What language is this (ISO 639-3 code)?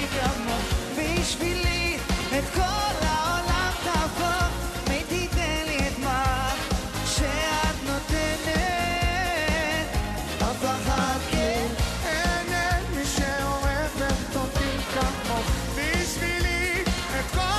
heb